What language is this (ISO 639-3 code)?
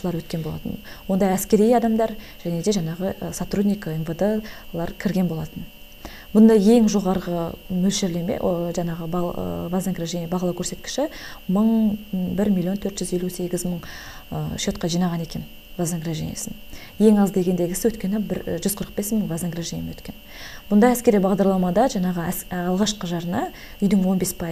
kaz